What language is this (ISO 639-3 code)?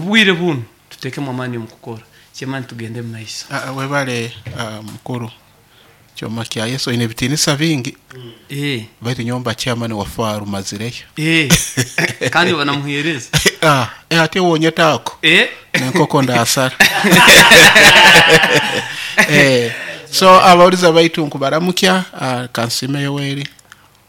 nyo